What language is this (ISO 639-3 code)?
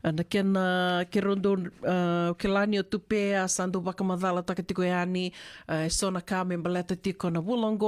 fij